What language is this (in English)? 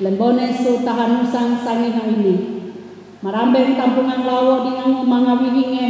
Sangir